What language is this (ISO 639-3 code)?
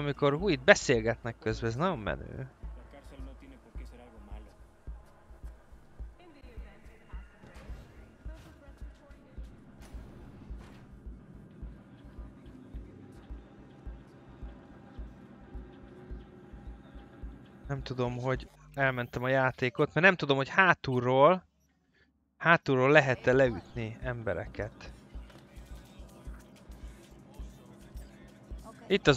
hun